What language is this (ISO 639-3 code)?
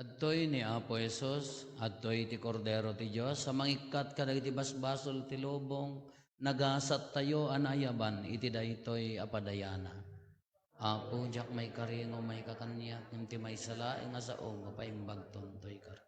ilo